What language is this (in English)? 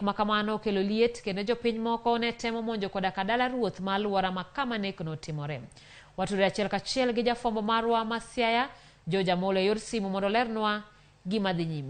Luo (Kenya and Tanzania)